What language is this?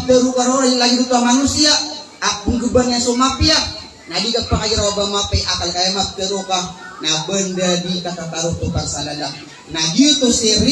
Maranao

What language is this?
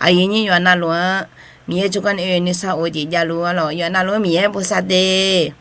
Akha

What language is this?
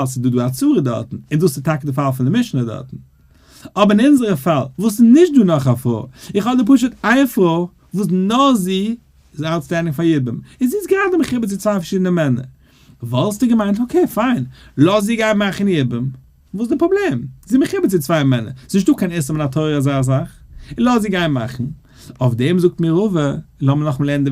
Yiddish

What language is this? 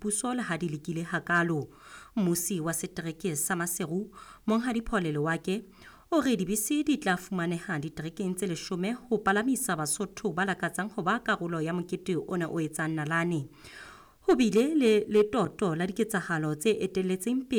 Southern Sotho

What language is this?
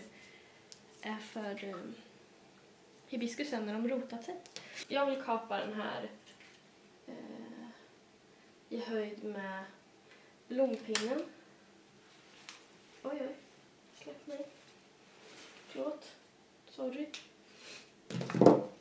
Swedish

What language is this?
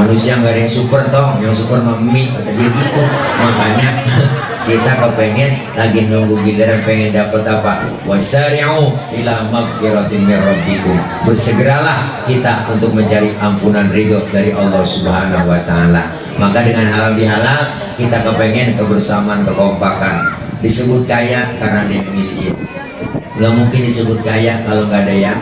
Betawi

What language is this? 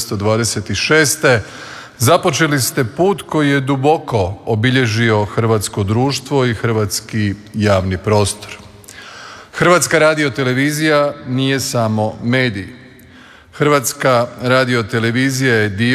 Croatian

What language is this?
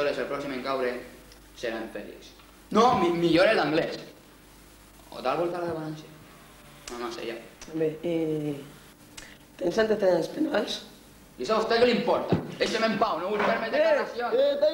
Catalan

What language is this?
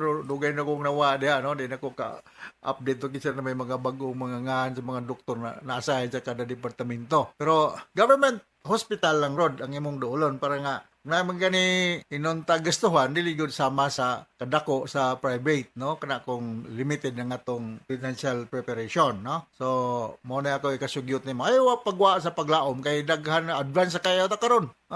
Cebuano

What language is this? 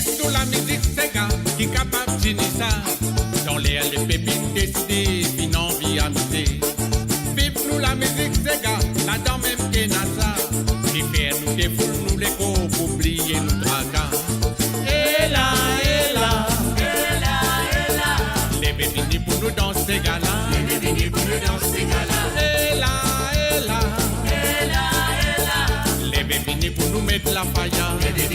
Morisyen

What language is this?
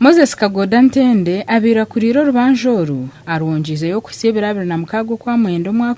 Nyankole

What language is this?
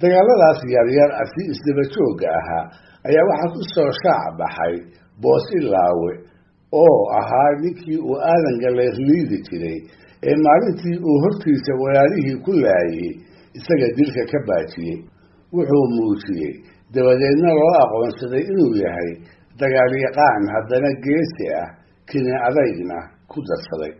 Somali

